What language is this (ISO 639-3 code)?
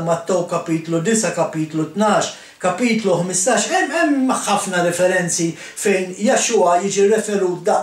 mlt